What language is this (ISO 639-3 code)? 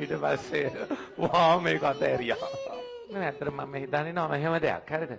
sin